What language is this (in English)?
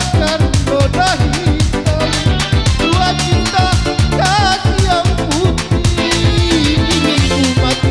Musi